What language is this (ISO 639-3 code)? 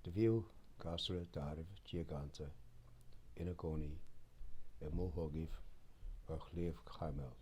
gle